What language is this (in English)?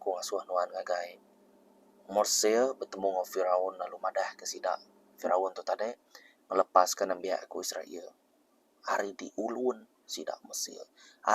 Iban